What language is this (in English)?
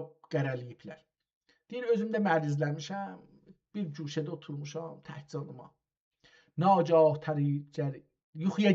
South Azerbaijani